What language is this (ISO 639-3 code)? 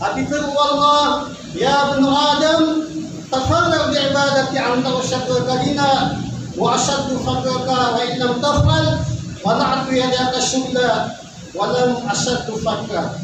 mrw